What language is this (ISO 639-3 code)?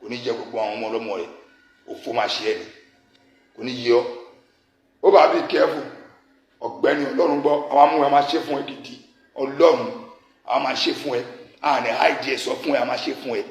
yor